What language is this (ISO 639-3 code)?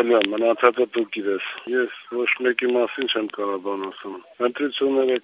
hye